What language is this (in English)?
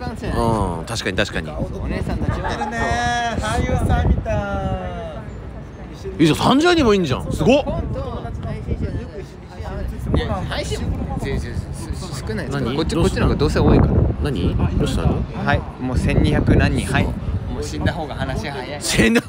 Japanese